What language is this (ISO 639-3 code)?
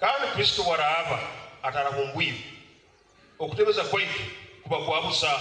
nyn